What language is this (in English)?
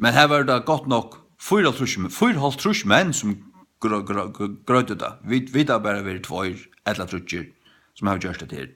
Faroese